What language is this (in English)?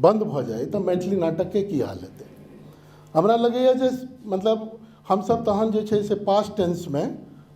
Maithili